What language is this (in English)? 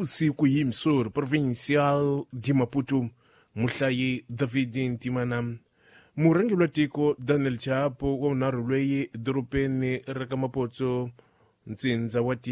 Tsonga